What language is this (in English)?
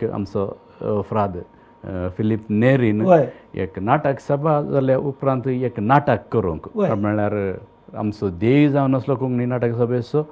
Konkani